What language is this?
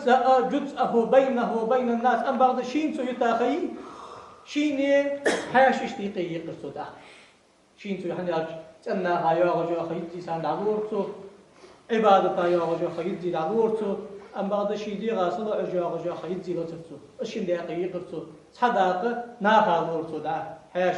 Ingush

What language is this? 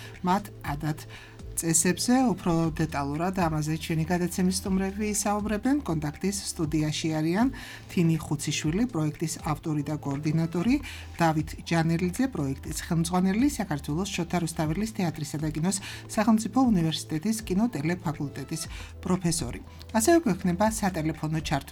Georgian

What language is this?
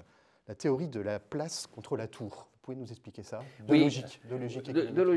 French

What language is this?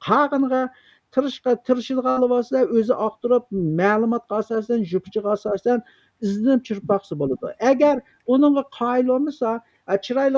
Uyghur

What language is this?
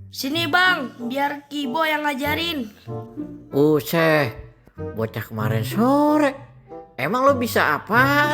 Betawi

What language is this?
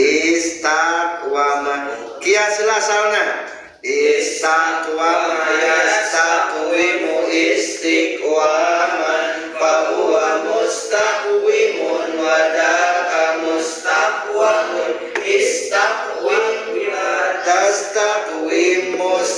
Sundanese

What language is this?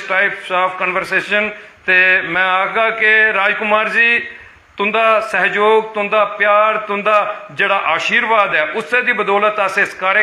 Dogri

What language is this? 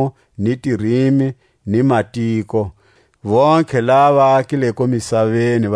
Tswa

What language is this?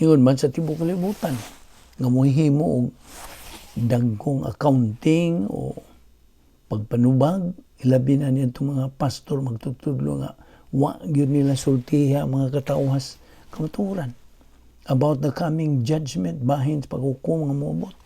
Cebuano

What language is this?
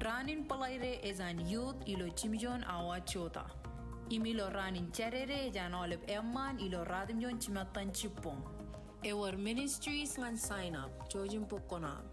Marshallese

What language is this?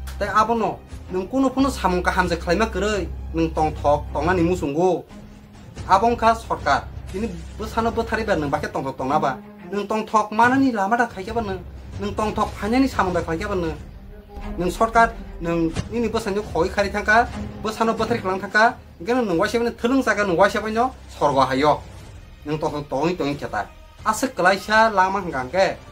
Kok Borok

